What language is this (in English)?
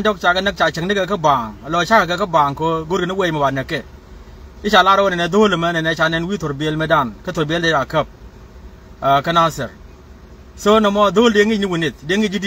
Nuer